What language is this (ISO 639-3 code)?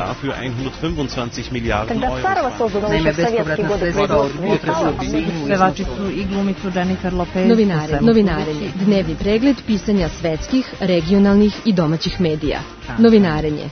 srp